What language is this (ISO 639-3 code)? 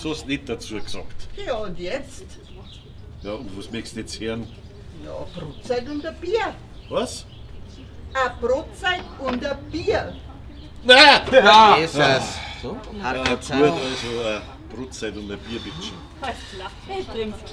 bar